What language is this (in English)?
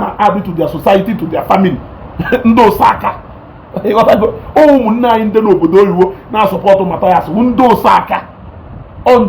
Igbo